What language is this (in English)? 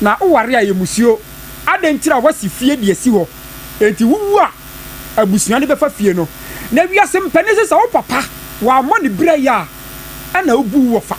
Akan